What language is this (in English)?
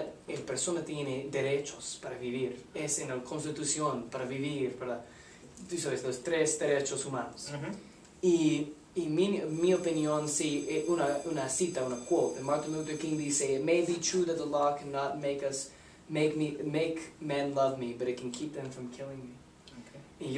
Spanish